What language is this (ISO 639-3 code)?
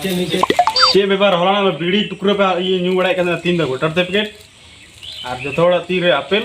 sat